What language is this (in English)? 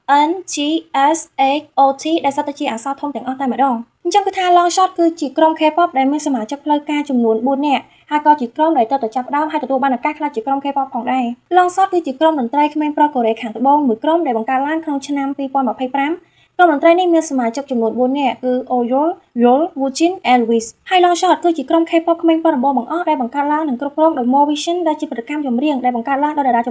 Khmer